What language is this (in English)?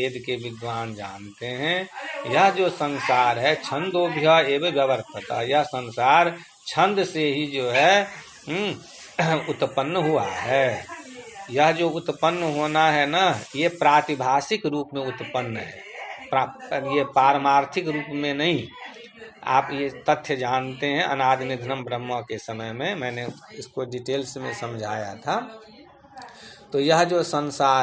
Hindi